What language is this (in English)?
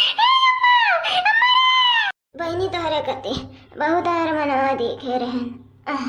Awadhi